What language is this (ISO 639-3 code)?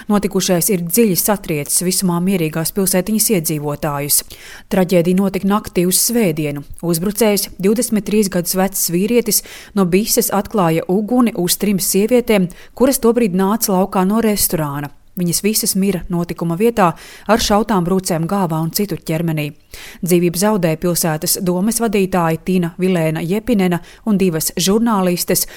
lav